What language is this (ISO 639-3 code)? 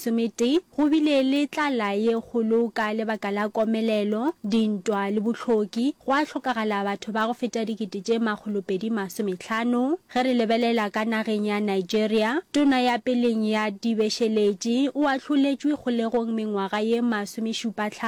nso